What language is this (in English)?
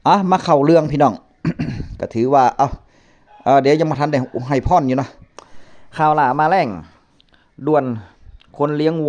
Northeastern Thai